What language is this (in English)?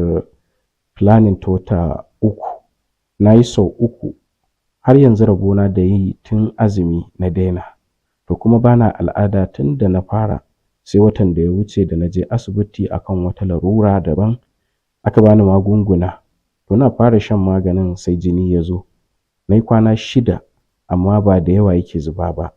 Hausa